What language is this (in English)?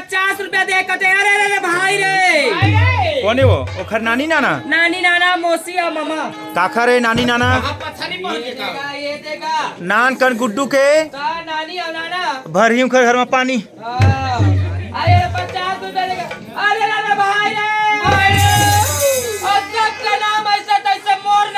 Chhattisgarhi